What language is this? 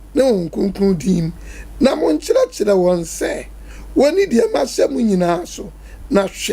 Akan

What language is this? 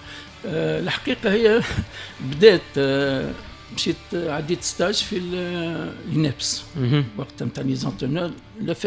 Tunisian Arabic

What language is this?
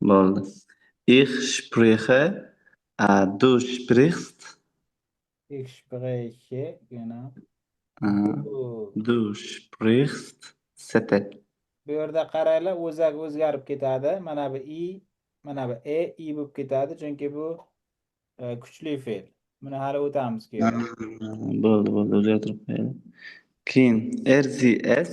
Uzbek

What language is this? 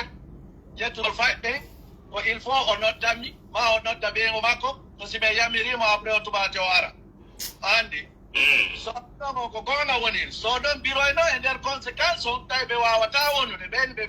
Fula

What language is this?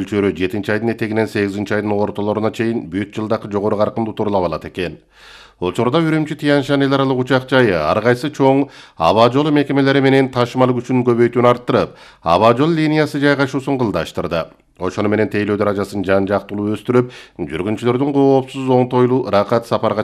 Kyrgyz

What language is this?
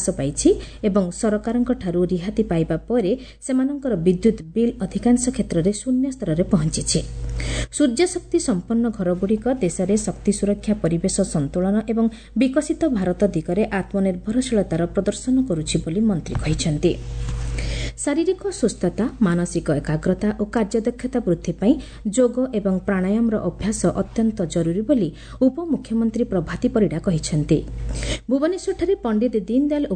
Odia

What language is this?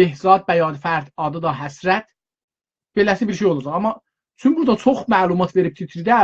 South Azerbaijani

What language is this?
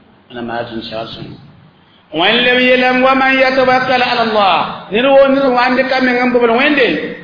Mossi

